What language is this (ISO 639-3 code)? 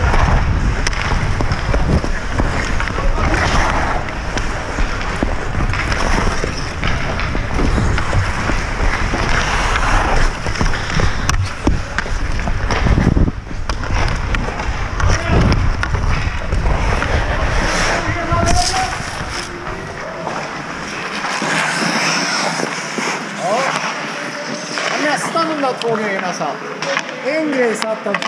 swe